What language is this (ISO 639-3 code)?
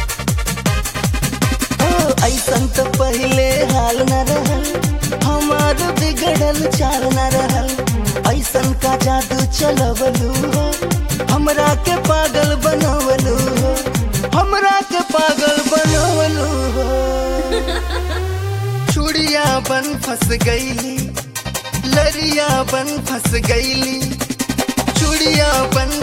bho